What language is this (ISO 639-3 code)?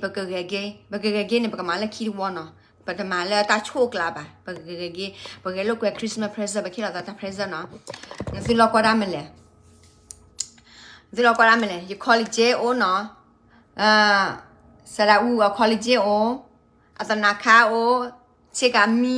ksw